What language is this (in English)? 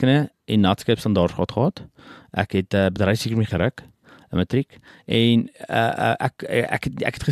Afrikaans